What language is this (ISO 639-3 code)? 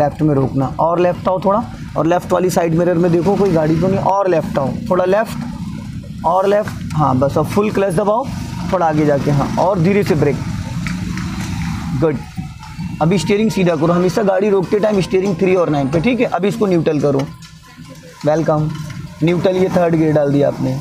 hin